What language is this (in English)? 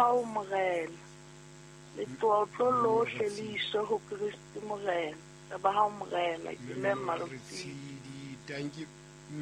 Southern Sotho